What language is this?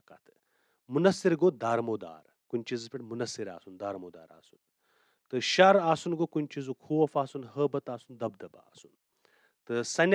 Kashmiri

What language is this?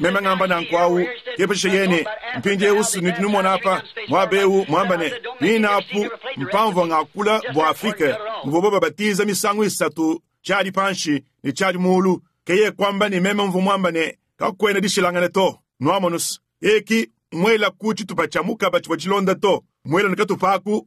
Luba-Lulua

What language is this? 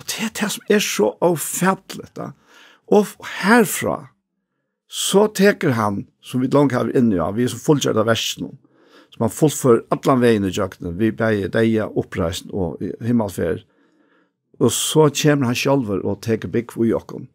Faroese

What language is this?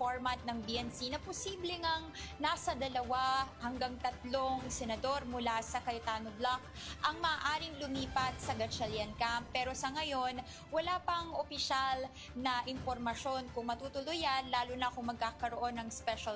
Filipino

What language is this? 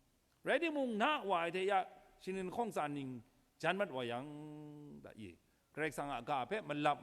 Kachin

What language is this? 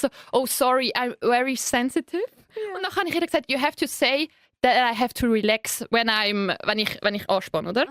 Swiss German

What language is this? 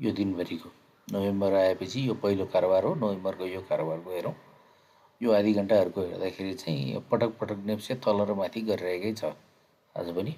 Nepali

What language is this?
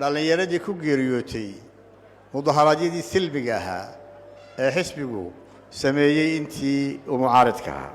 Somali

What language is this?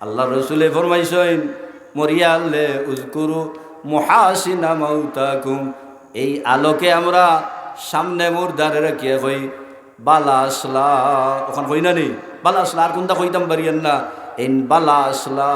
Sylheti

